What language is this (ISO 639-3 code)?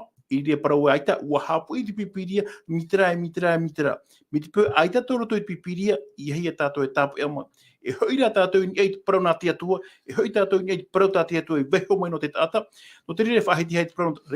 tah